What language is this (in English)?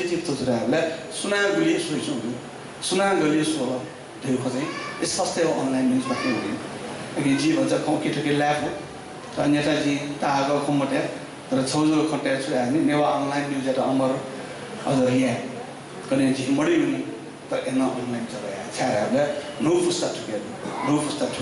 Newari